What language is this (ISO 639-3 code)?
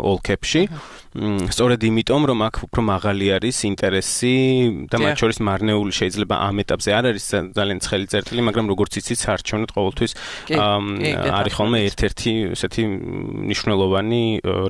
kat